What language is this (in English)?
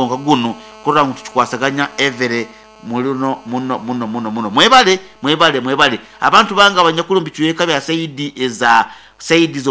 Nyoro